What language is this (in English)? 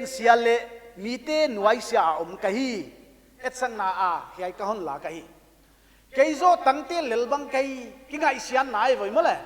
Paite Chin